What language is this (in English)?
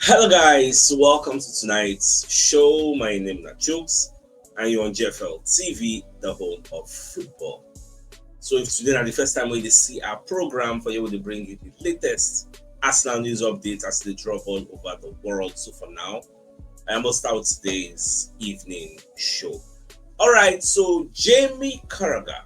Nigerian Pidgin